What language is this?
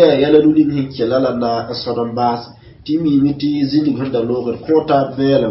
Mossi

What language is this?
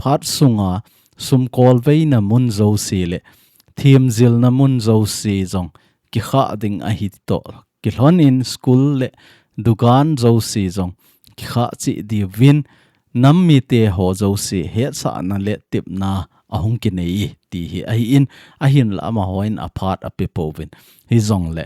Thado Chin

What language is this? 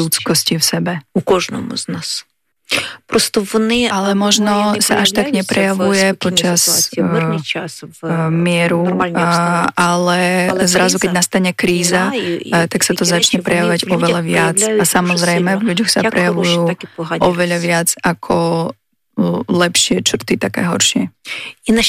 Slovak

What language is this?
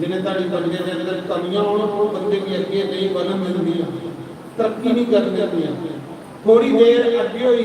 Dogri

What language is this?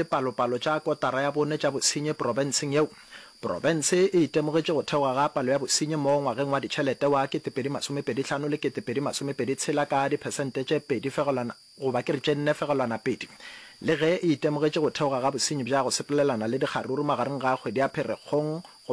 Northern Sotho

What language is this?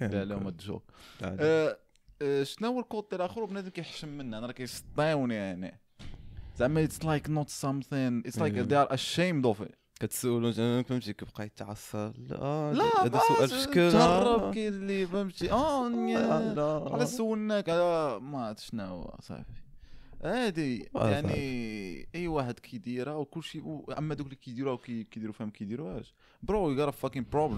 Moroccan Arabic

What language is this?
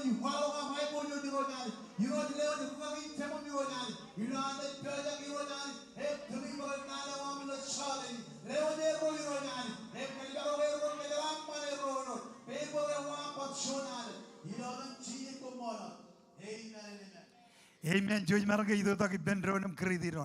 Marshallese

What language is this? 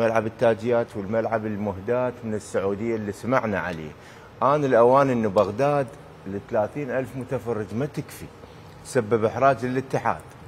Mesopotamian Arabic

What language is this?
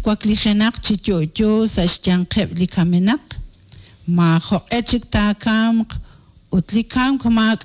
Kekchí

